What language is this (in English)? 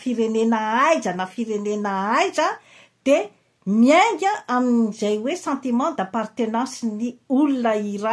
Malagasy